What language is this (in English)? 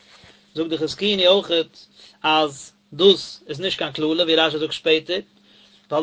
Yiddish